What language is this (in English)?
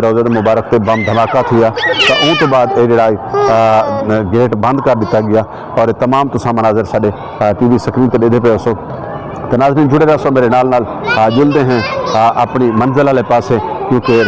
Saraiki